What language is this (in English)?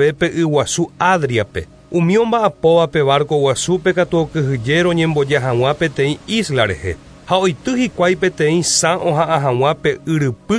Guarani